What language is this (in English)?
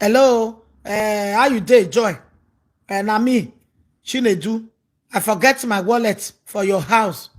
Nigerian Pidgin